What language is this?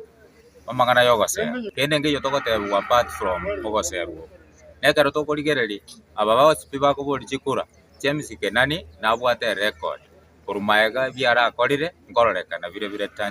Gusii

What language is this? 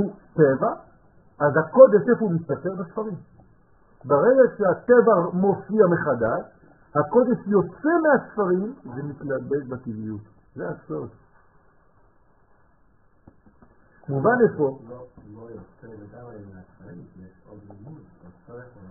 Hebrew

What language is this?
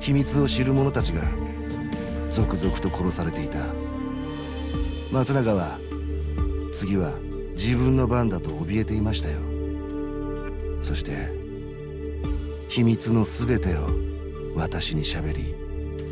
Japanese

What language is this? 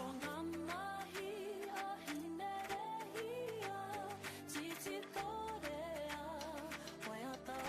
Māori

